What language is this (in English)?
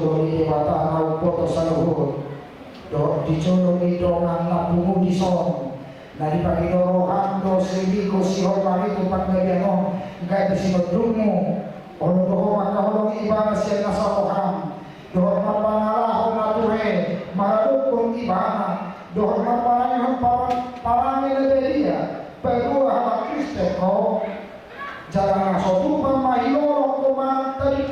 Batak Toba